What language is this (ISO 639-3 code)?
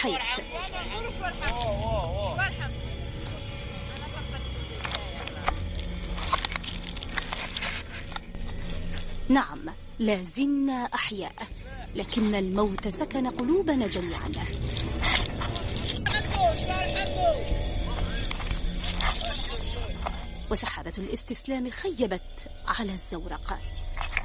ara